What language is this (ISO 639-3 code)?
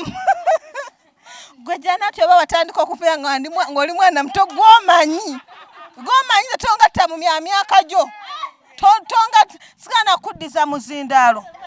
lug